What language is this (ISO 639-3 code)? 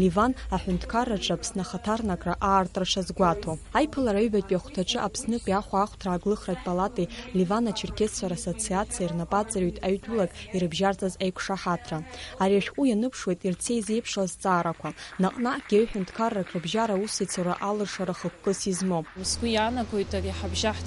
abk